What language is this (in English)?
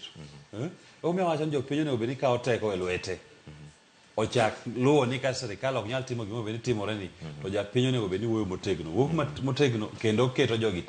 Luo (Kenya and Tanzania)